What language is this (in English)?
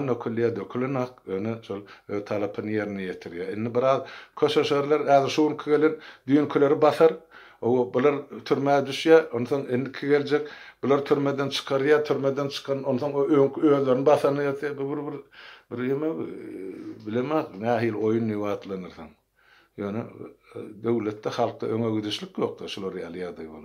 Turkmen